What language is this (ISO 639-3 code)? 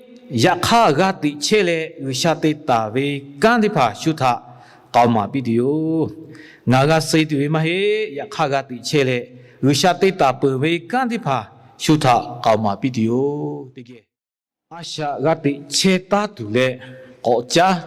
lhu